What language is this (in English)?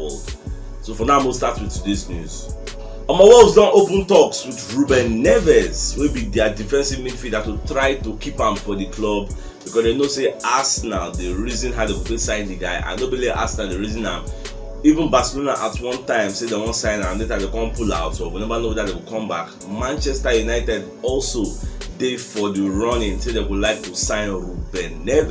Nigerian Pidgin